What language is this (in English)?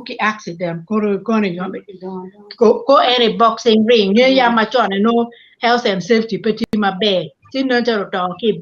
Acoli